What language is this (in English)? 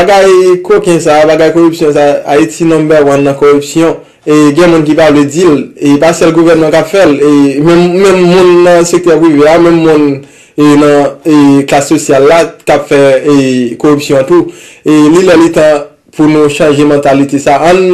Haitian Creole